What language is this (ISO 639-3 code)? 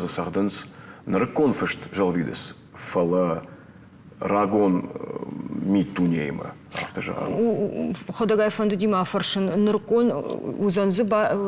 oss